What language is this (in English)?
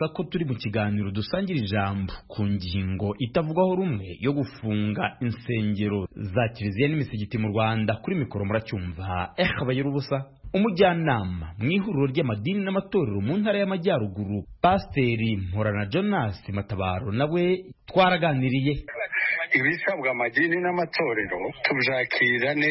Kinyarwanda